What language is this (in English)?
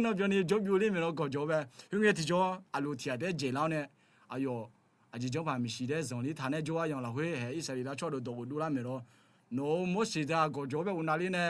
Akha